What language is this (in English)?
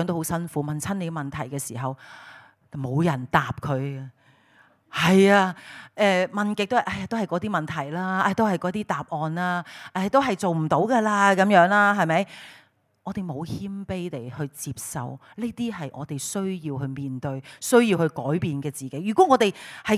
Cantonese